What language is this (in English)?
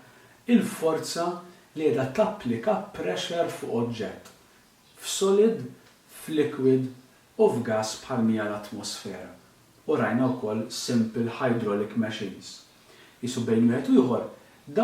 Maltese